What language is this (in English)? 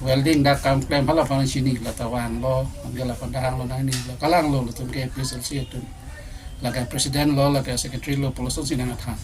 Karbi